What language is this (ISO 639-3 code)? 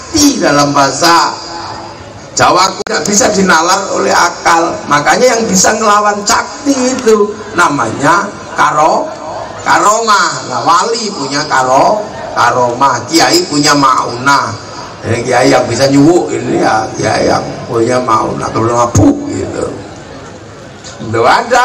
ind